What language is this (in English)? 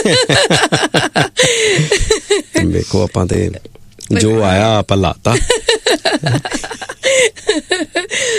Punjabi